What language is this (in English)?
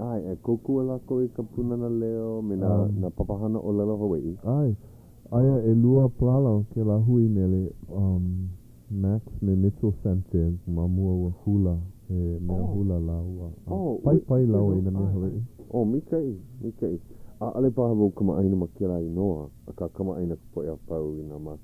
Hawaiian